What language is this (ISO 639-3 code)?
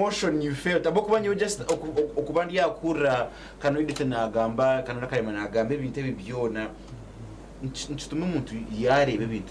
nyn